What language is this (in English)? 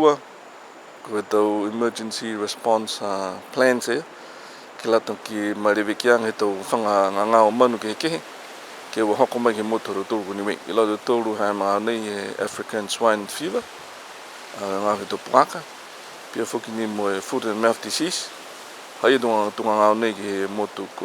Niuean